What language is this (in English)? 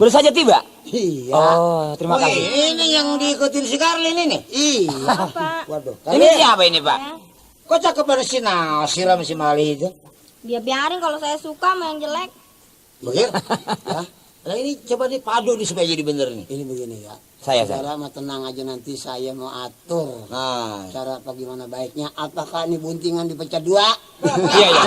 Betawi